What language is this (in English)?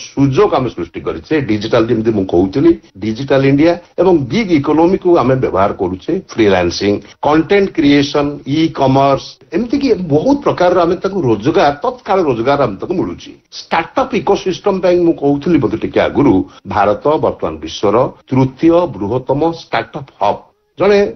Odia